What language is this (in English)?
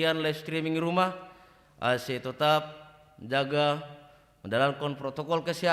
Batak Simalungun